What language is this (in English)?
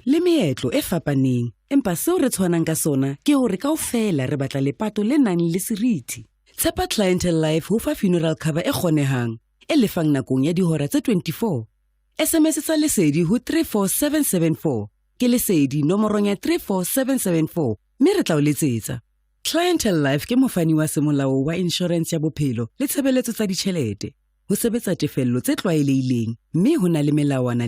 Southern Sotho